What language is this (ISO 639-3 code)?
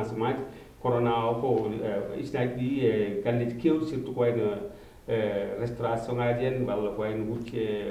ful